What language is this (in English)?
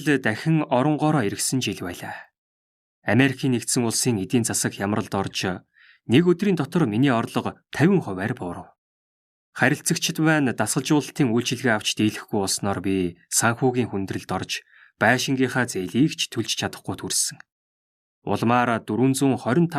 Mongolian